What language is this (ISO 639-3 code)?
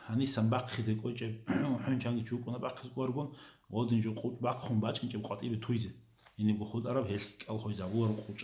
ava